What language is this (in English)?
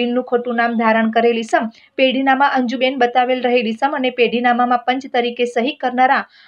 Gujarati